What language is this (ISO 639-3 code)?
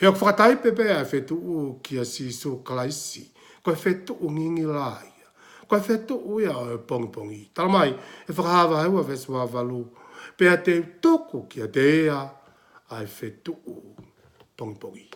ton